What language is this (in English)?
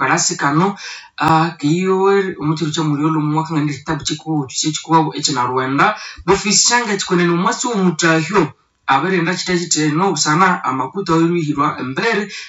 Nande